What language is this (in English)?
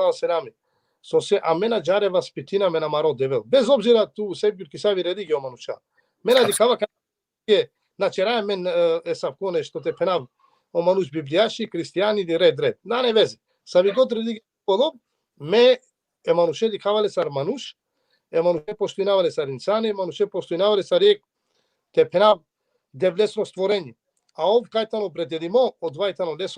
Balkan Romani